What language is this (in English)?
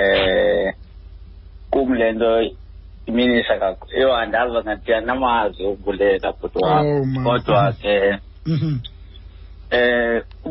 Xhosa